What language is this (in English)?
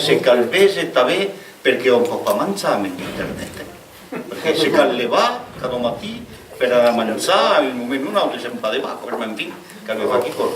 Occitan